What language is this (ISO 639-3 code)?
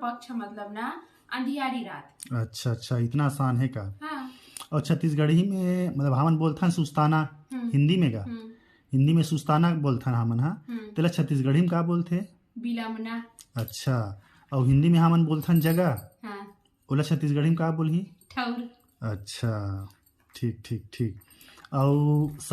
hne